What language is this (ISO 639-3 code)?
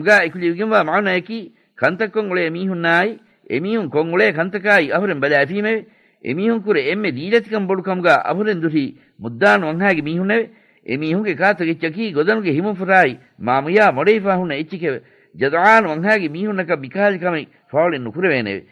div